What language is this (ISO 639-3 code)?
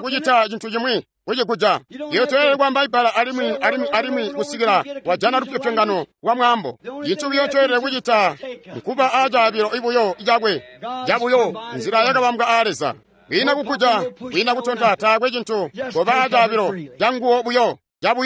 toi